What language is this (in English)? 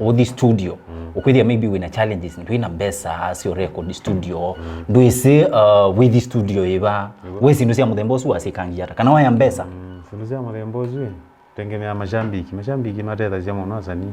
Kamba